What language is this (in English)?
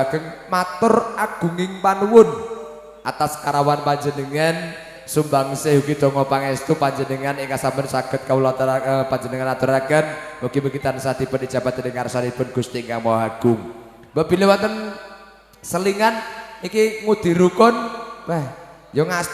Javanese